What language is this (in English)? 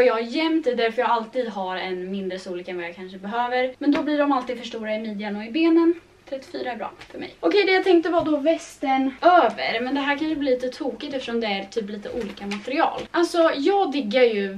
Swedish